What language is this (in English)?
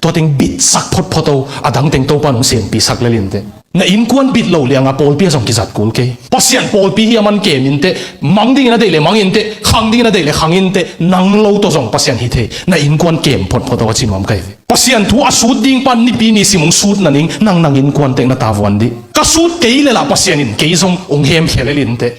Tedim Chin